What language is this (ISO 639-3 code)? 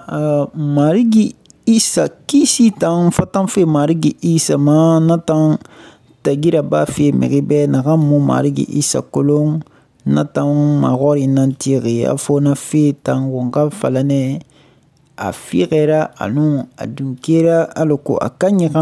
sus